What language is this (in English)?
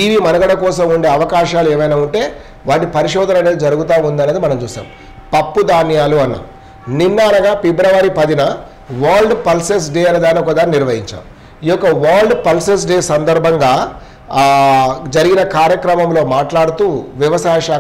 Telugu